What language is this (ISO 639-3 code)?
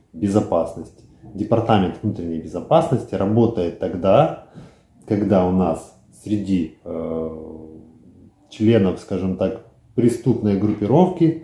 rus